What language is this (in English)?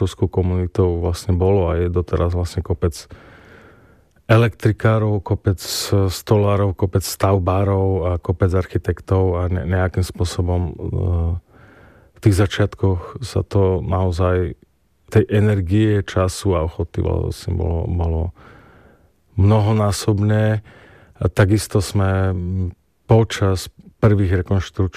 Slovak